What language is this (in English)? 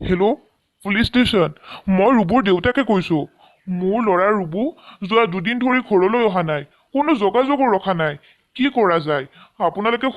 Assamese